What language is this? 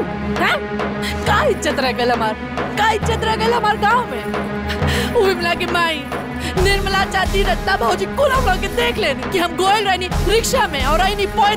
Bhojpuri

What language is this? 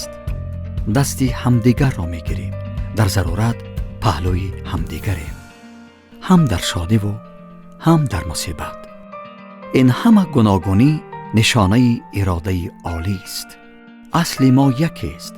Tajik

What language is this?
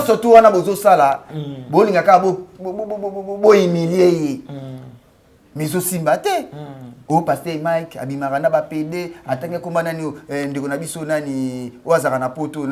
Lingala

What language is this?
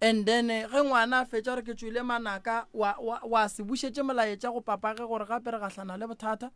Northern Sotho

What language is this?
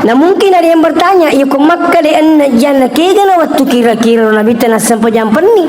Buginese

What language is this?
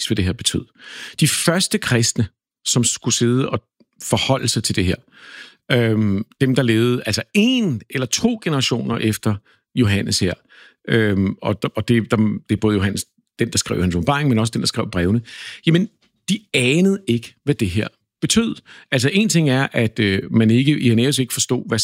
Danish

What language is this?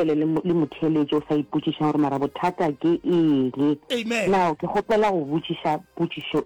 Northern Sotho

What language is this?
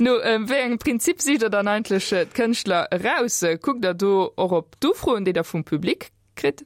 Luxembourgish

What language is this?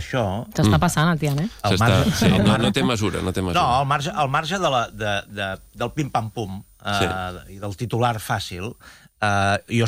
Catalan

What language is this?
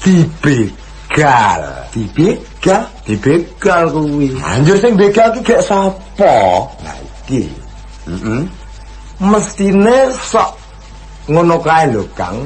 Javanese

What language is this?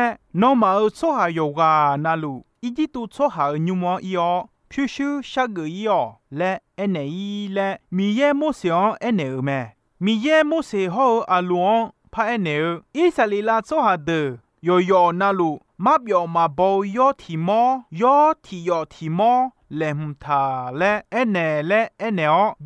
Akha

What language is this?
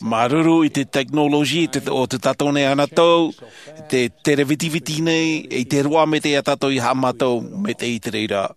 Tahitian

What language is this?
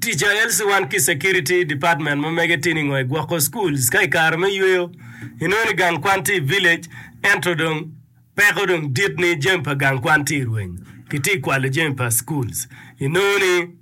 Acoli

